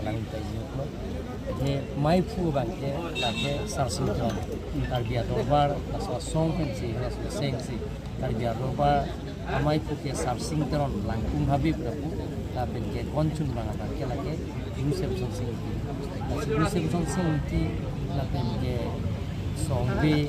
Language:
Karbi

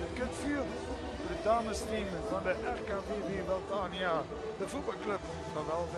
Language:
Limburgish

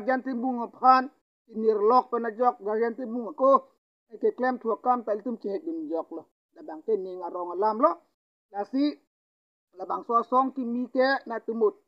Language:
Karbi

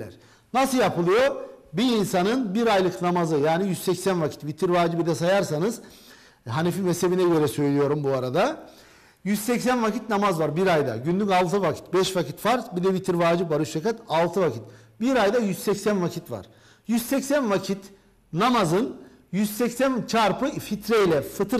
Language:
Turkish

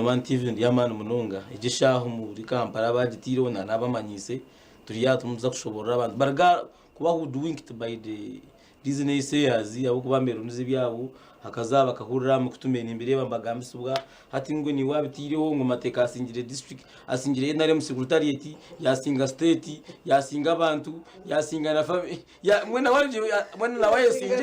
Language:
Nyankole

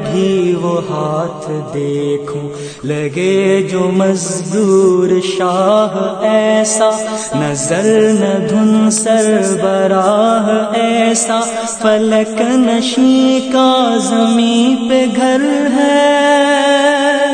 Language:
Urdu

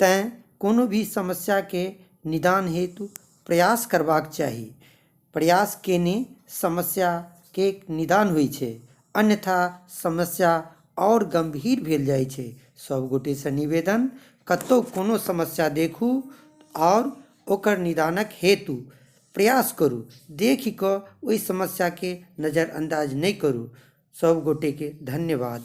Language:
Maithili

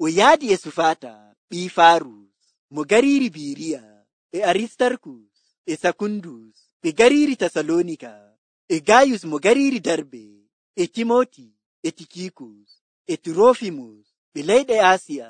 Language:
Nigerian Fulfulde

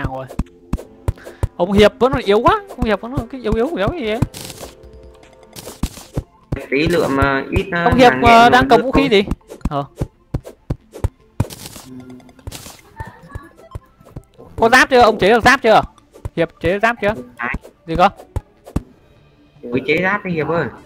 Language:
Vietnamese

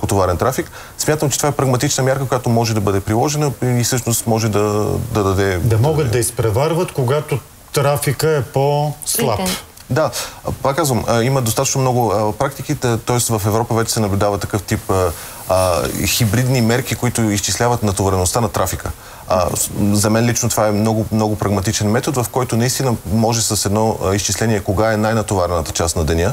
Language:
Bulgarian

